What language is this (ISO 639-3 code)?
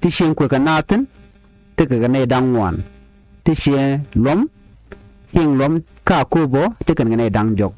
nus